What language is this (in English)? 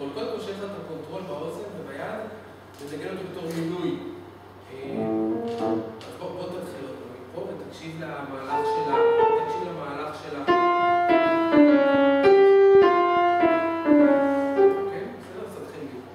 Hebrew